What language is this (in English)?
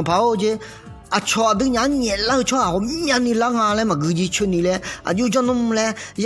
Akha